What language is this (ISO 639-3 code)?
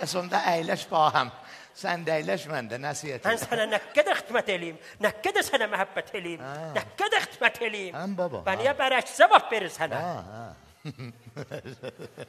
azb